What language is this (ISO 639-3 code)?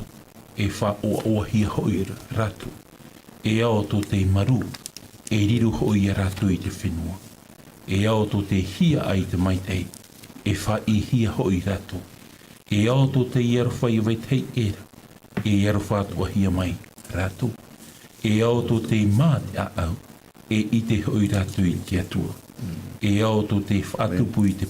tah